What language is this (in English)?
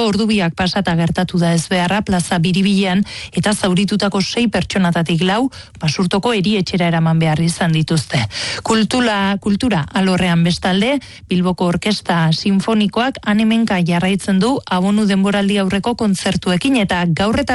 Basque